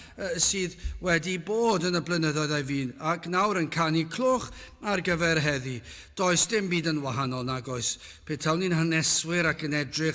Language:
Welsh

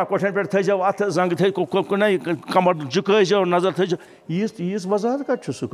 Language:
Kashmiri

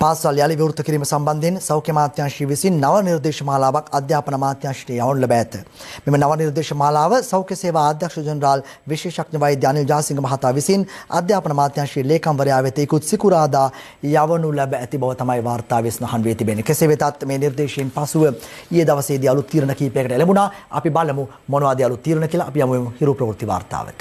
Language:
Sinhala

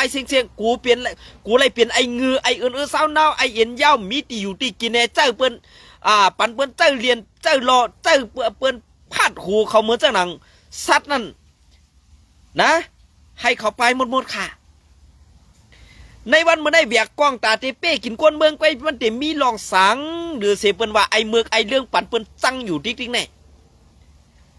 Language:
Shan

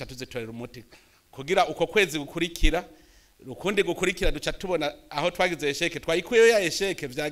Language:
Rundi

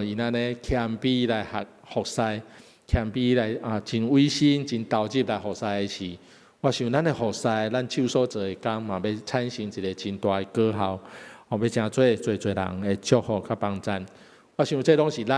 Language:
Min Nan Chinese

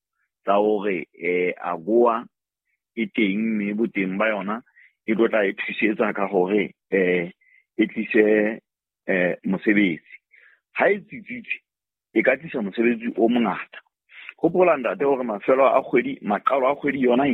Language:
Southern Sotho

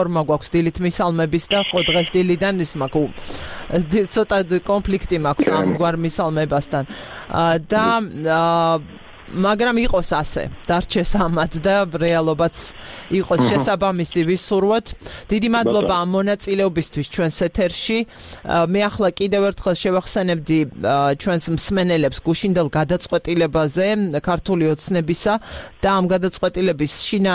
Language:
Georgian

